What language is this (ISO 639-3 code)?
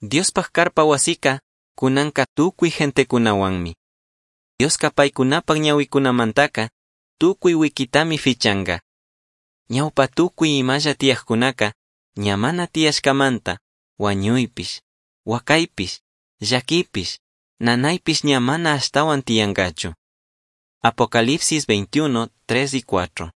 qug